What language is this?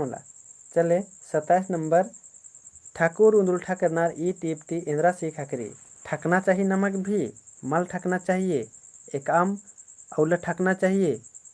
Kurukh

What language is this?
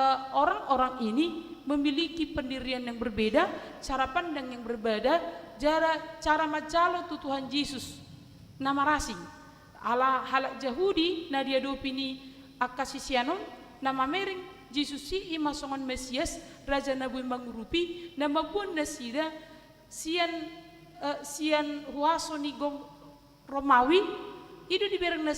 Batak Toba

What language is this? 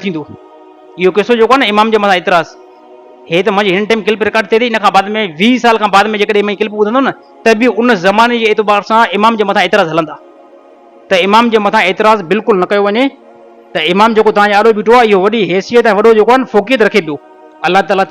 Sindhi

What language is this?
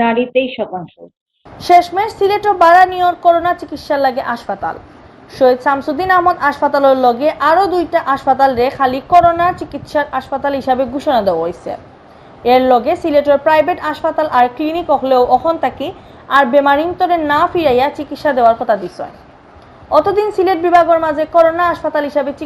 Sylheti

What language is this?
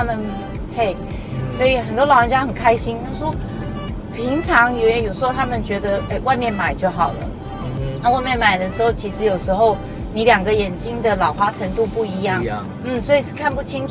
Chinese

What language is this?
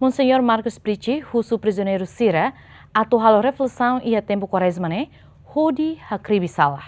Tetum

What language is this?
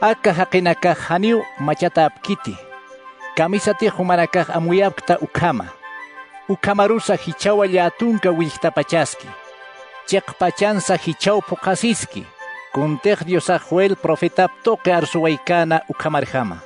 Aymara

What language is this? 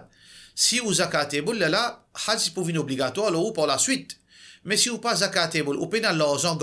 Morisyen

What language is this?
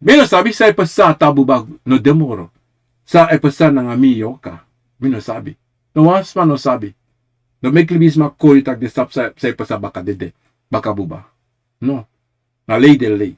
Sranan Tongo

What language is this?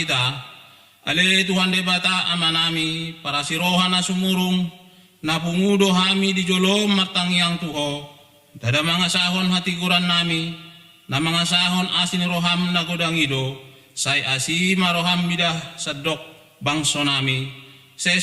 Batak Toba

